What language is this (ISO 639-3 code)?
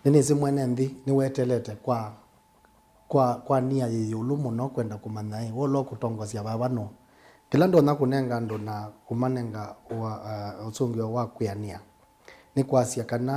kam